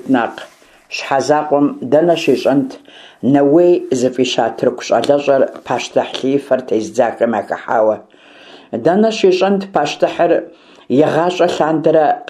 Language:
Kabardian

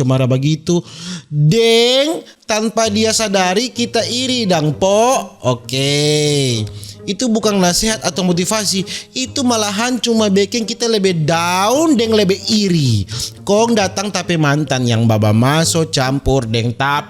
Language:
Manado Malay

